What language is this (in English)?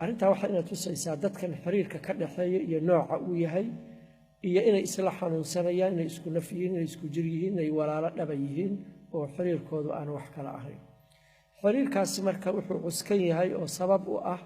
Somali